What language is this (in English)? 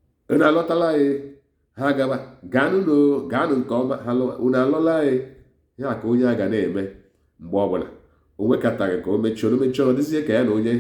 Igbo